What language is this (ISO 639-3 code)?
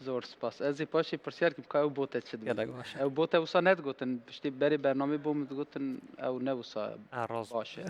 kur